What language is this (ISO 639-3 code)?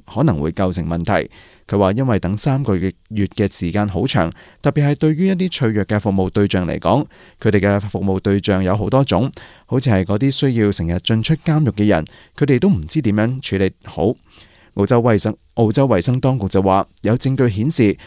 yue